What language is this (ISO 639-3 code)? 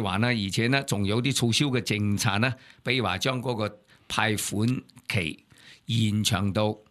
yue